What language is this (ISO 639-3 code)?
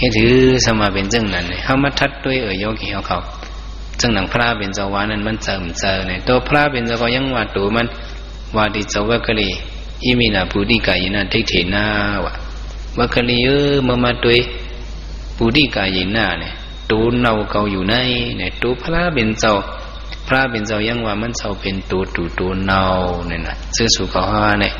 shn